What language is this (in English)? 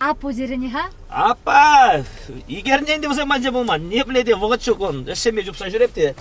Chuvash